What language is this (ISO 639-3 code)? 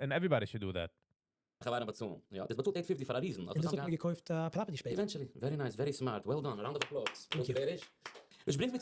yid